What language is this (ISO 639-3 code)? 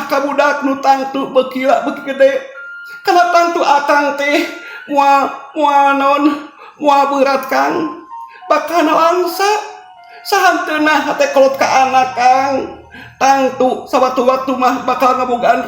sun